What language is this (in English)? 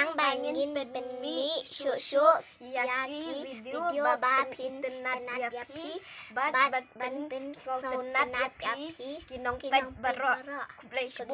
Khasi